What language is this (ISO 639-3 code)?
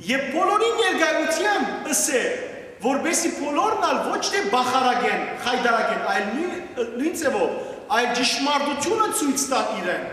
hyw